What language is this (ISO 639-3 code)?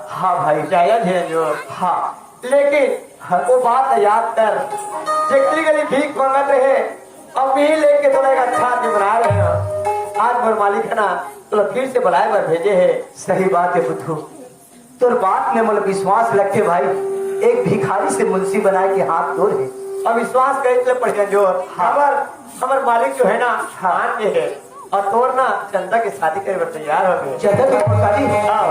hne